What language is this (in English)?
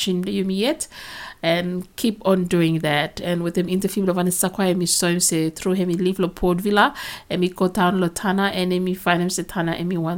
Bislama